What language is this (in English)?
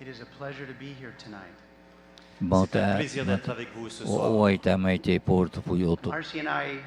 Tahitian